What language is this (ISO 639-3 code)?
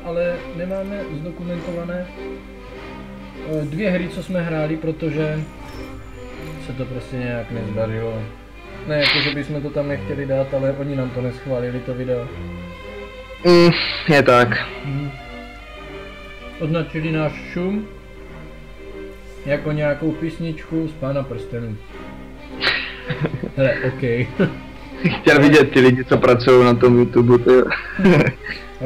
ces